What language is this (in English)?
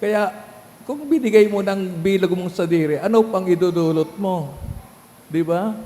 Bikol